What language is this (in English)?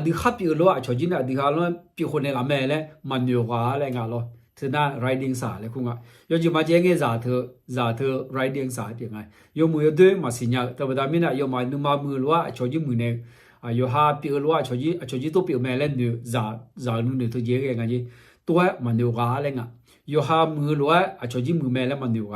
Akha